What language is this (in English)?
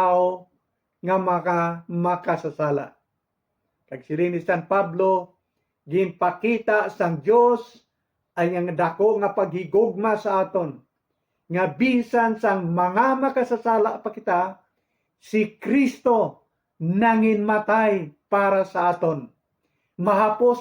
Hiligaynon